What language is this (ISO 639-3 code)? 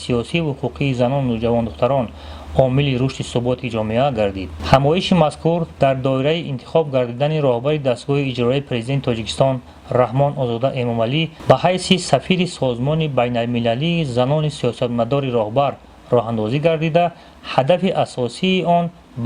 tgk